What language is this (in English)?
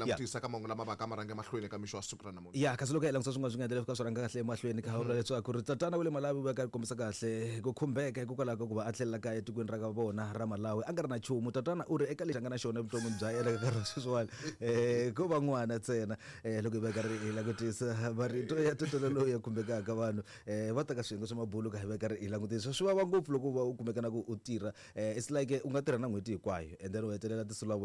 Tsonga